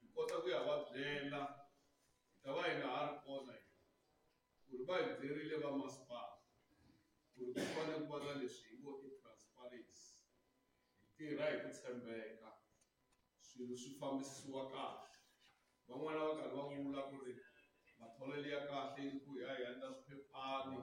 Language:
Tsonga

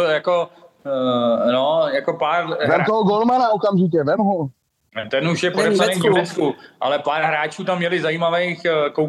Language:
Czech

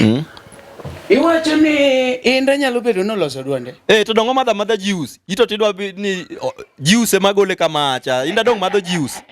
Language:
Luo (Kenya and Tanzania)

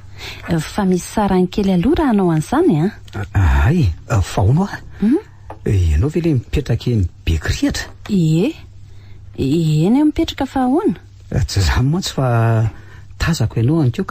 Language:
Malagasy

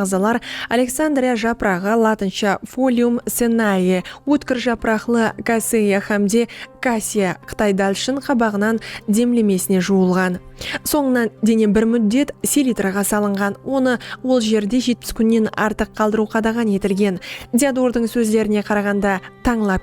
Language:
Kara-Kalpak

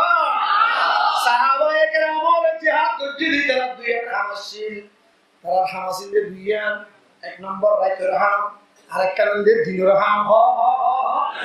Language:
Rohingya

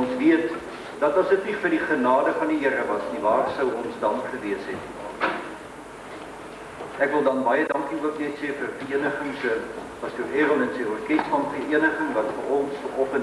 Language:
Afrikaans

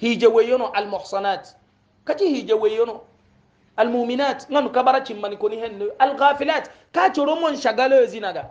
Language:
Hausa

